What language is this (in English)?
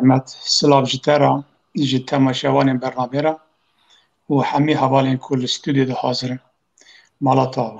Kurdish